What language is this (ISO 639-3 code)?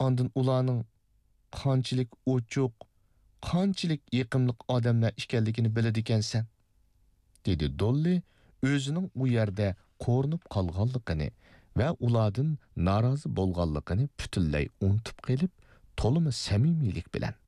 uig